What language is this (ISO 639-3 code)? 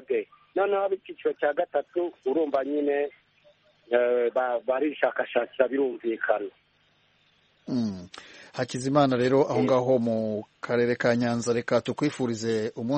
kin